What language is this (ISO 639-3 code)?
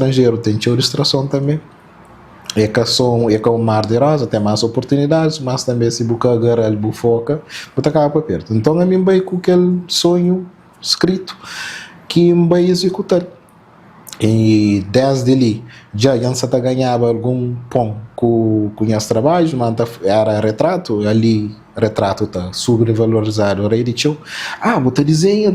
kea